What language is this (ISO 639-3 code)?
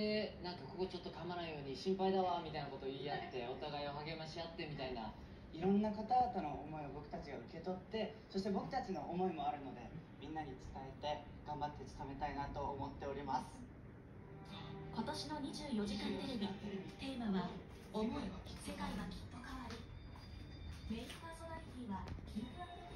jpn